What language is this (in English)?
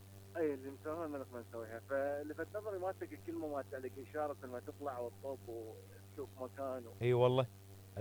Mesopotamian Arabic